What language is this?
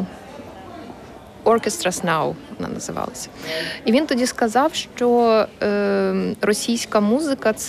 Ukrainian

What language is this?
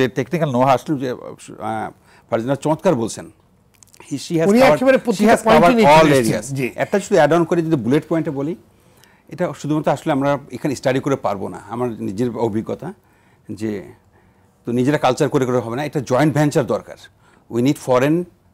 Bangla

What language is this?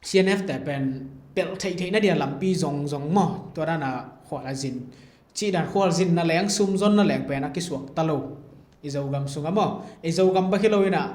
Tedim Chin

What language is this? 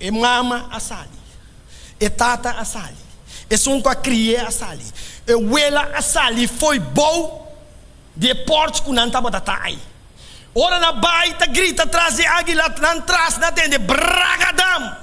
Papiamento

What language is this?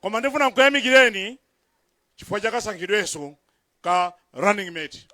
Nyanja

